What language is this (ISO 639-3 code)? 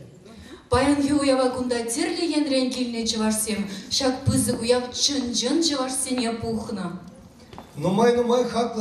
chv